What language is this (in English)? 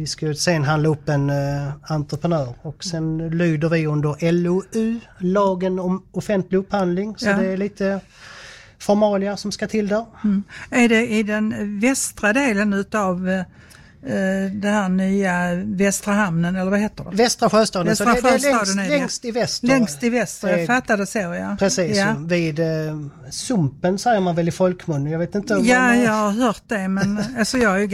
Swedish